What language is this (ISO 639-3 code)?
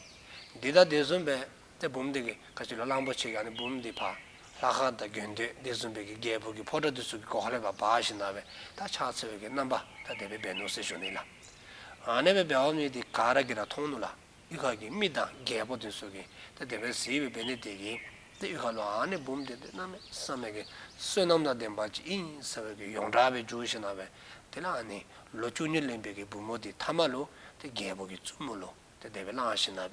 dzo